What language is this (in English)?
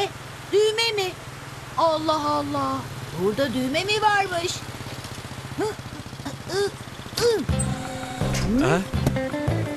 Turkish